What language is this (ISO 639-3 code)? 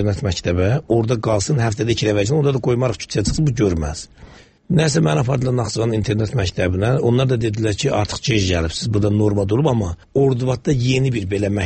aze